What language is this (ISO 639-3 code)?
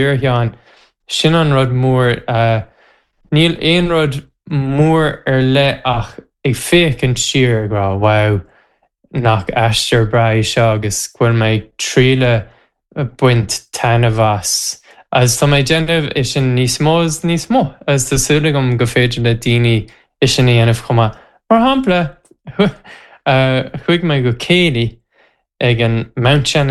gle